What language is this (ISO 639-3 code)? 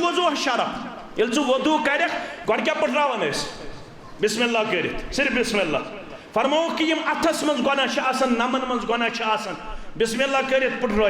kas